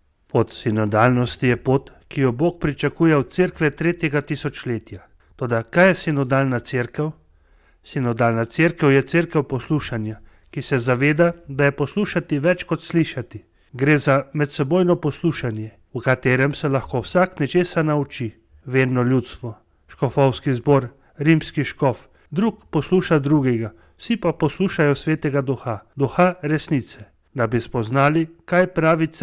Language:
Slovenian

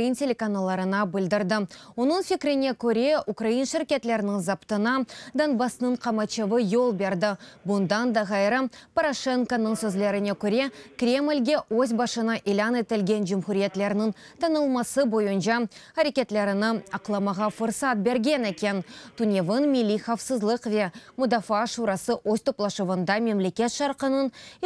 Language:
Crimean Tatar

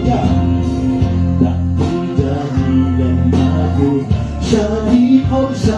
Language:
Lahu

